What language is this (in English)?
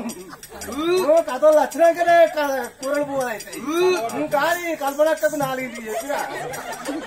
Telugu